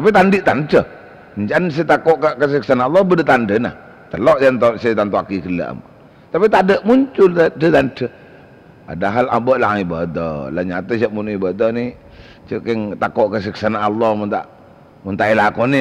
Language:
Madurese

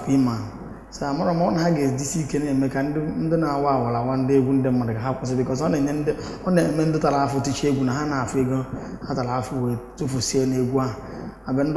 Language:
Igbo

